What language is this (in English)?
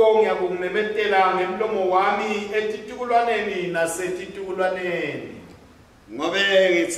Swati